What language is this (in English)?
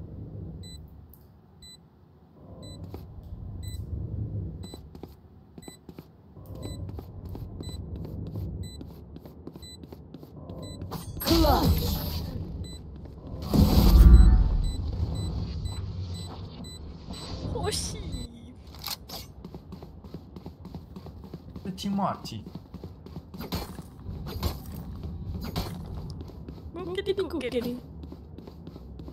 Finnish